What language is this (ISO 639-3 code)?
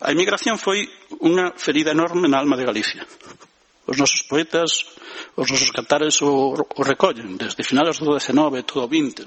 glg